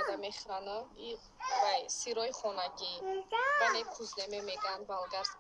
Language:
Tajik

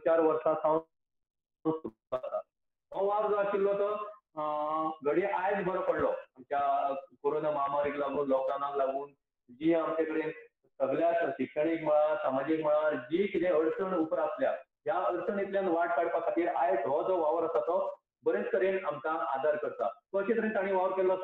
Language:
Konkani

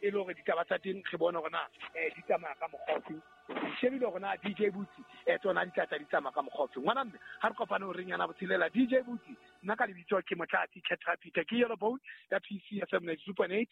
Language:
Southern Sotho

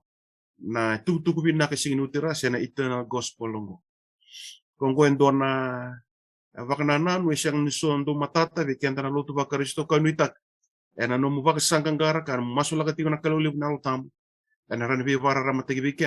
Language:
Fijian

